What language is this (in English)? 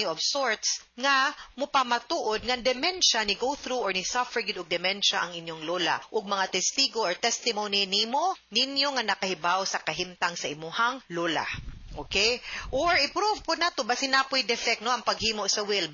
Cebuano